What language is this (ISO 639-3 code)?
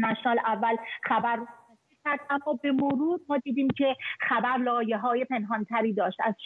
fas